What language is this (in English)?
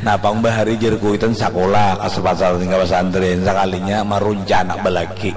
Banjar